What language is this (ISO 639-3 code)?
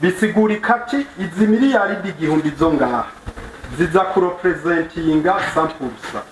run